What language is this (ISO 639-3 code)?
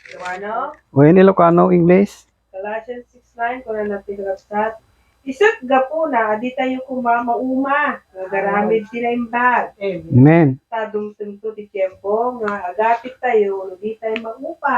ilo